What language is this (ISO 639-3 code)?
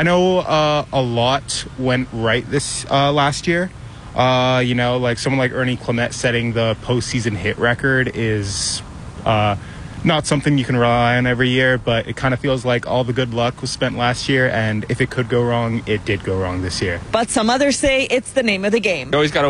eng